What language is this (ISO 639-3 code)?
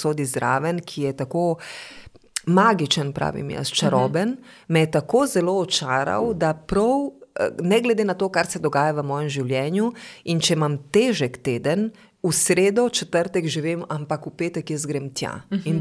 slv